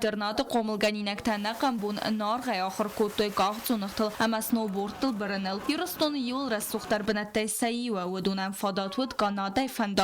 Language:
Ossetic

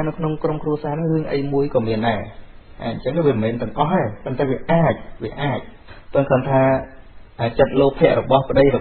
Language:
Khmer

